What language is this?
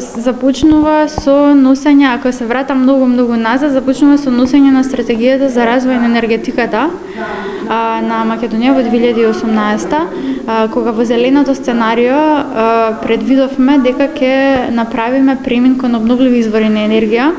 Macedonian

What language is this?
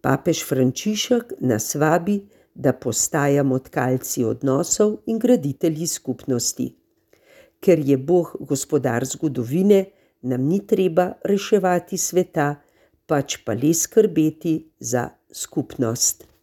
Slovenian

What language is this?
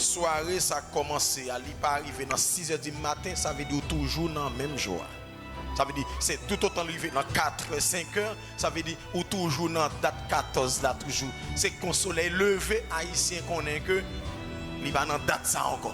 Haitian Creole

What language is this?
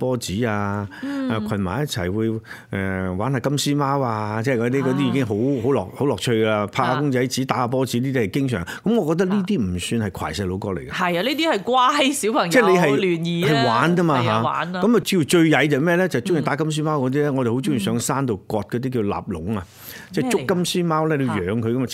Cantonese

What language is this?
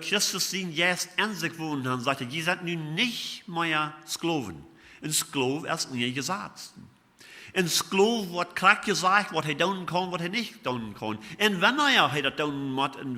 Plautdietsch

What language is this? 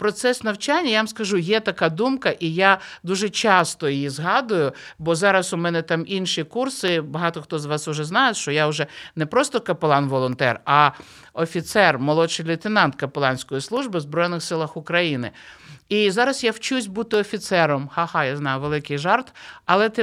Ukrainian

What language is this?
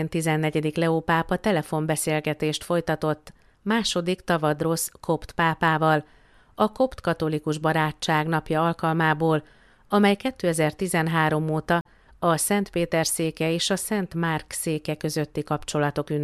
Hungarian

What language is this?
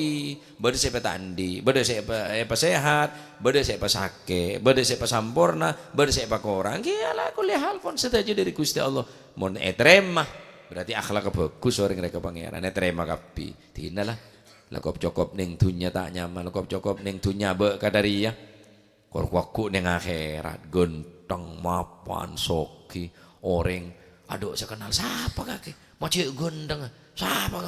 Madurese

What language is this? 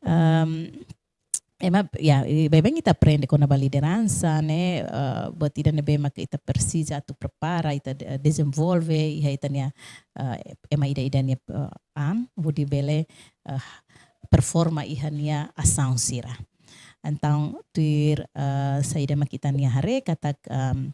Tetum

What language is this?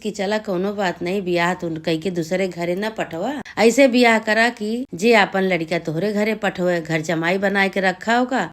Awadhi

